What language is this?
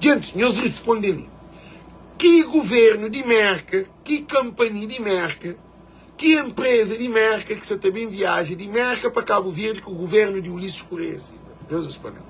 Kabuverdianu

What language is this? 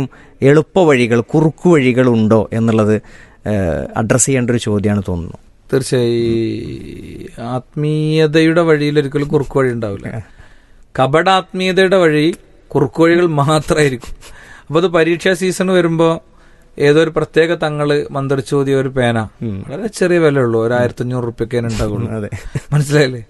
Malayalam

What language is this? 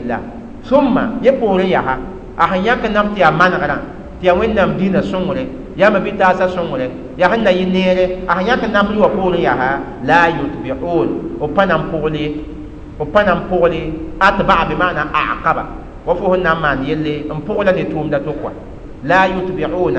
Mossi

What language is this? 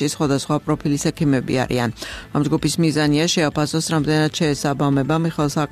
Georgian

